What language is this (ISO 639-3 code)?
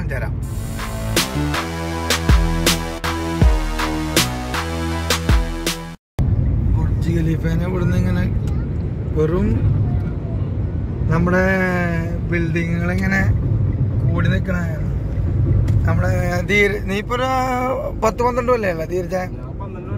mal